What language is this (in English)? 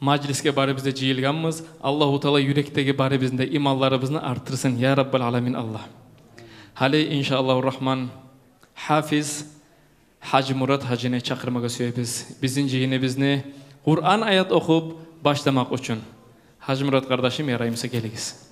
Kumyk